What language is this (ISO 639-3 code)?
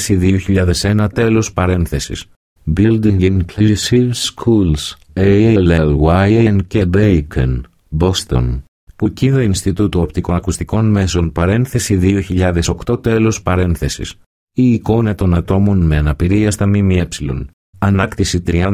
ell